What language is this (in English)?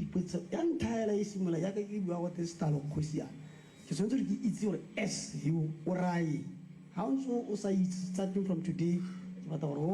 Tswana